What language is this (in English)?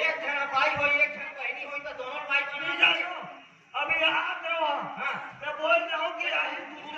Chhattisgarhi